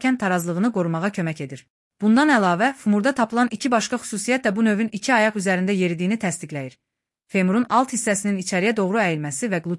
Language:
Azerbaijani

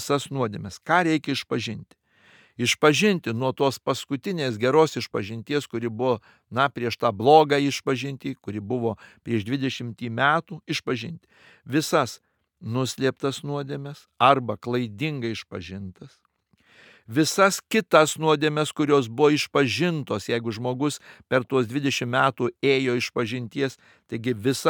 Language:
Lithuanian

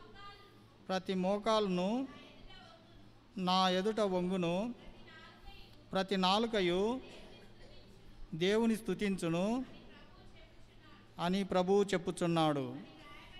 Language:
Telugu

